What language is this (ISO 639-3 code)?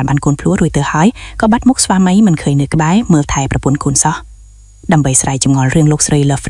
khm